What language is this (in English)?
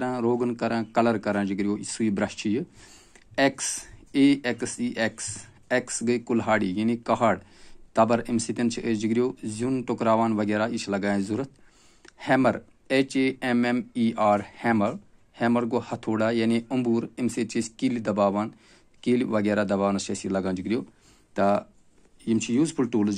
Kashmiri